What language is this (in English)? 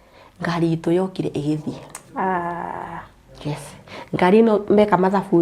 Kikuyu